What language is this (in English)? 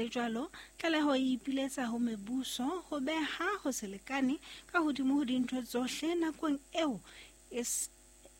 Southern Sotho